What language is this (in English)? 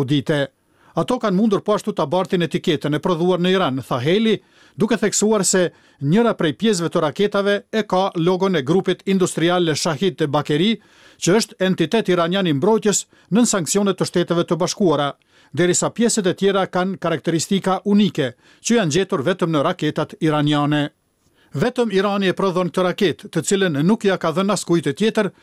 Albanian